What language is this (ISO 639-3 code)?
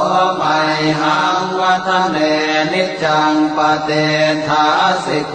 pli